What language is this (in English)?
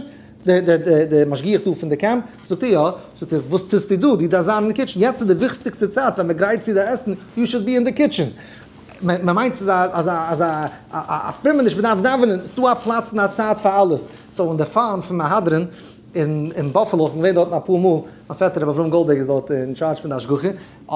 Yiddish